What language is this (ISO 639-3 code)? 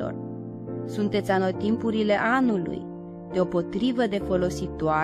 ron